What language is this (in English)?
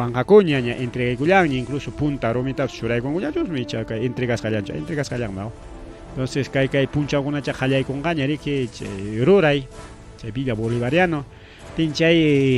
Ayacucho Quechua